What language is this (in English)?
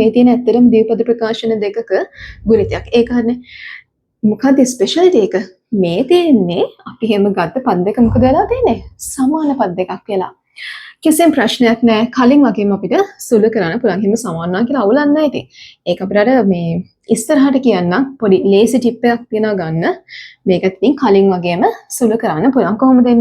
Sinhala